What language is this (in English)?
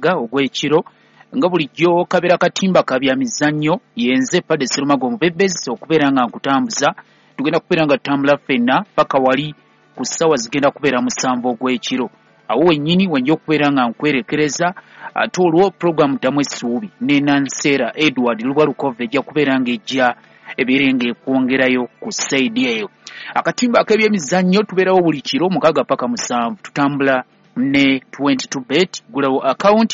Ganda